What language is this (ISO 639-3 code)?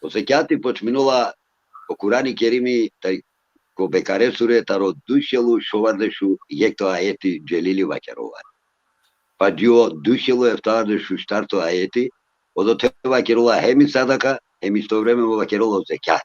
rmn